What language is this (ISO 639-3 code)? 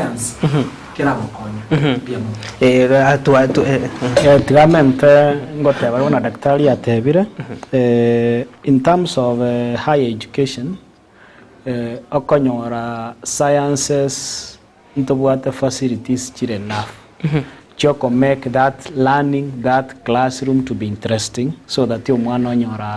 guz